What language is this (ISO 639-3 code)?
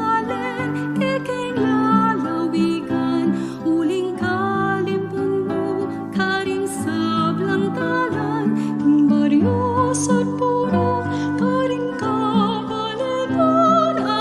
pam